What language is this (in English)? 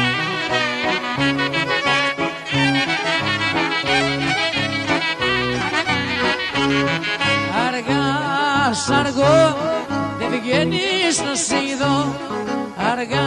Greek